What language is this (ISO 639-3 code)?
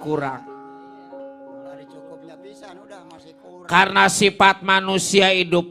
bew